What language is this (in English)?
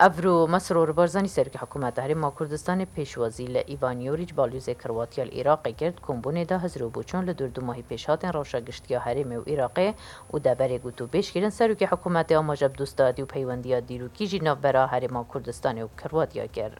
Kurdish